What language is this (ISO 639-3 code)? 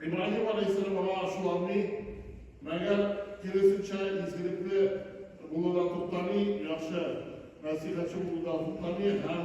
tat